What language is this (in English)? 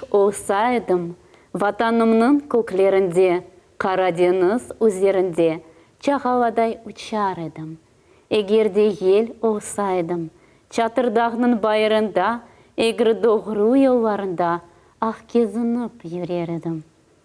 Crimean Tatar